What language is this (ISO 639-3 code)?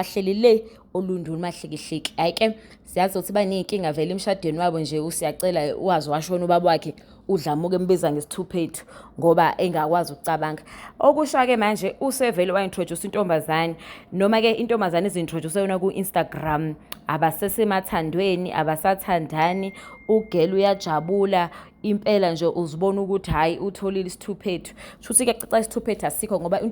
zul